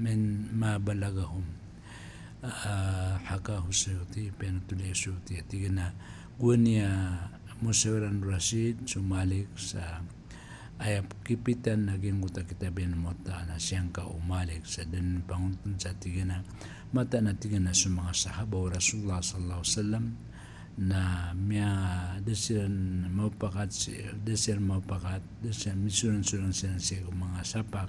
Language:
Maranao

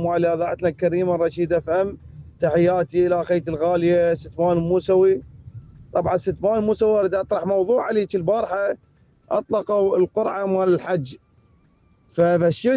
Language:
Mesopotamian Arabic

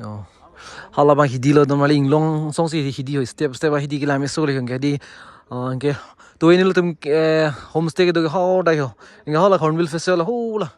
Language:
Karbi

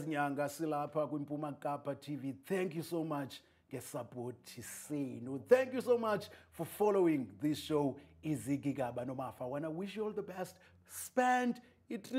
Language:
Xhosa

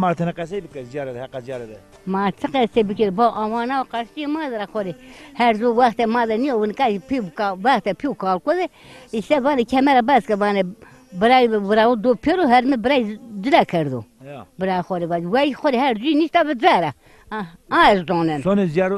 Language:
Zaza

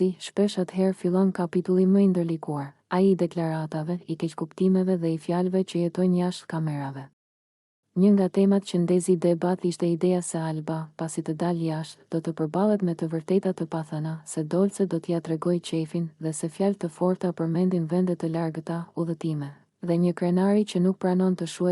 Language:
Albanian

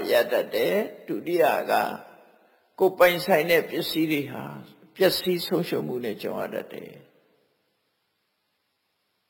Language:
Burmese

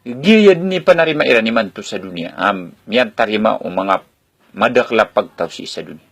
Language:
Maranao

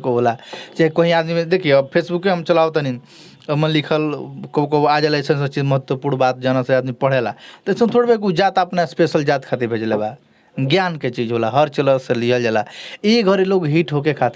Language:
Bhojpuri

